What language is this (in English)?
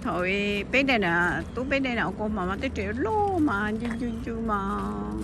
Hmong